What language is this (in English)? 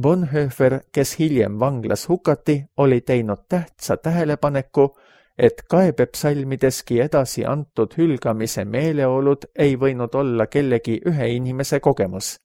Estonian